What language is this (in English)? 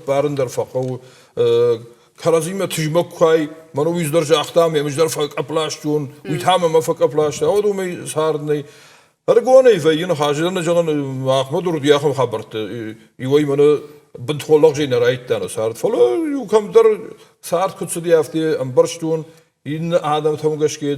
Ossetic